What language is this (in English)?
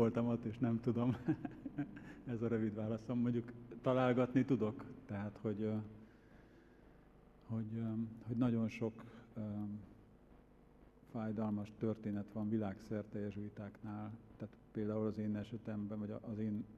Hungarian